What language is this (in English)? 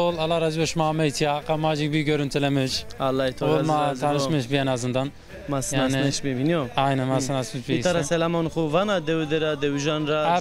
Zaza